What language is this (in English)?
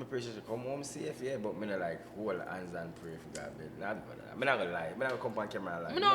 Jamaican Creole English